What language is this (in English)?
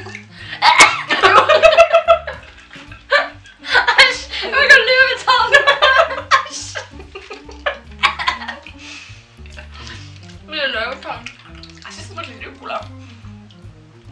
Norwegian